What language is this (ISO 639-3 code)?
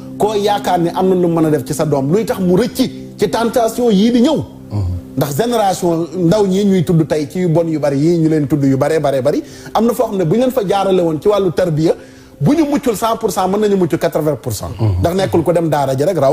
wol